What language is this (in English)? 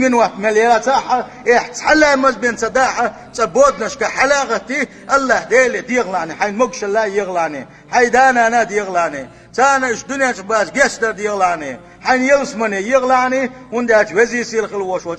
Chechen